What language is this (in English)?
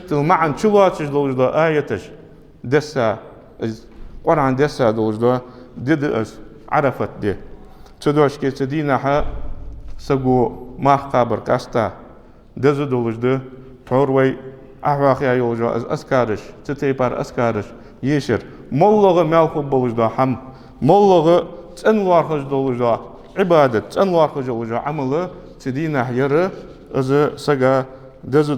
Ingush